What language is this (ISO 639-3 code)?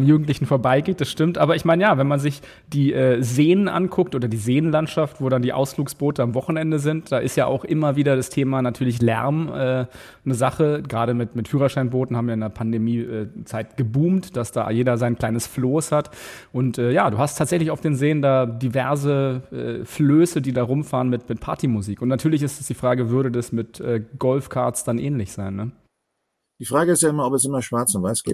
deu